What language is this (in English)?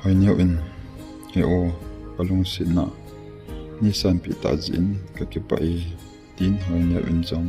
Thado Chin